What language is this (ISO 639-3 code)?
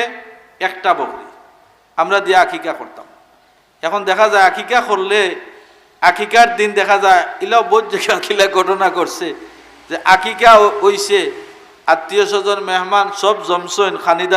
syl